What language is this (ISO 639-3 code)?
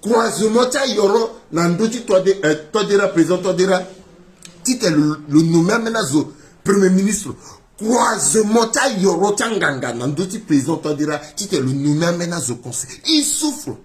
sag